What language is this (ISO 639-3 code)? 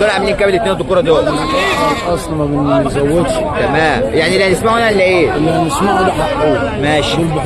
arz